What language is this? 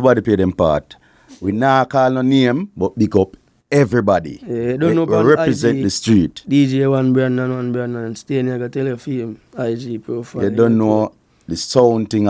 Jamaican Creole English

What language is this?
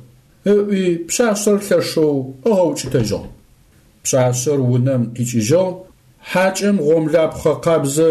Adyghe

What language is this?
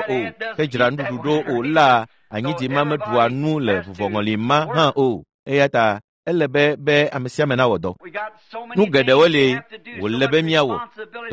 Ewe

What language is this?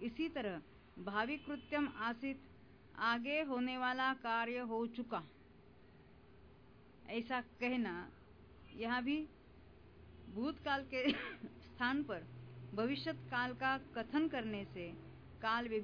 Hindi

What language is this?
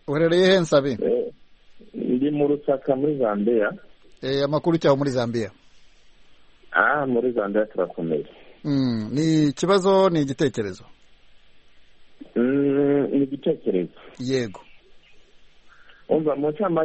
Kinyarwanda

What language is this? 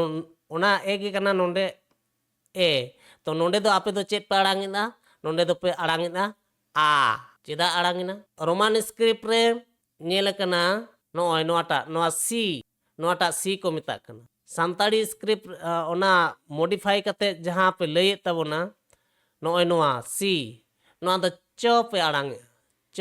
Santali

